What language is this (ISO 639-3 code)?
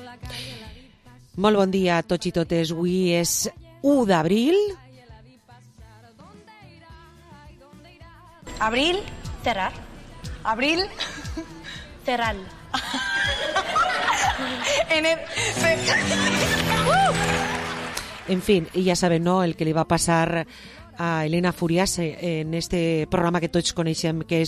cat